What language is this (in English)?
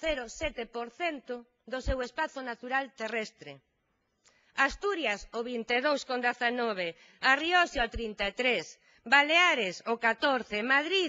Galician